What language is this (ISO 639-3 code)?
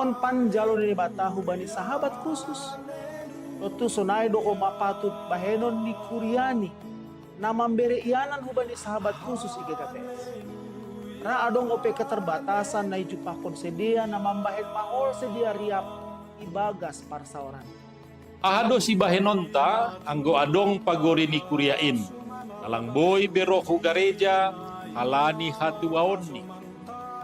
bts